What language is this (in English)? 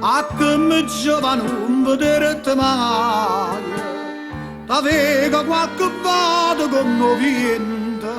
Neapolitan